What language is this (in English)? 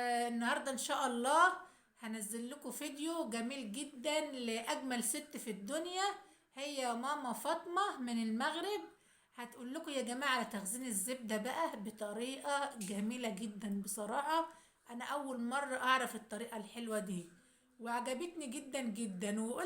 Egyptian Arabic